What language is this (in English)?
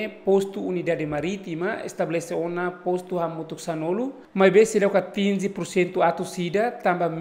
Tetum